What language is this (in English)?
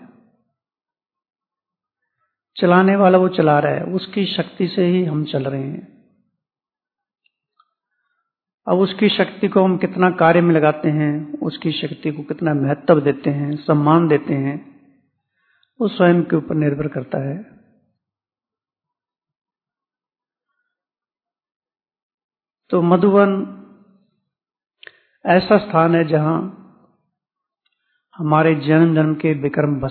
Hindi